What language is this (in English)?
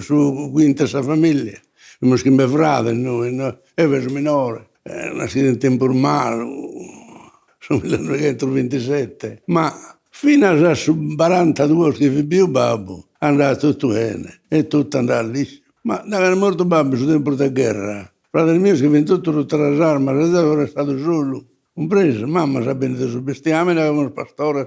Sardinian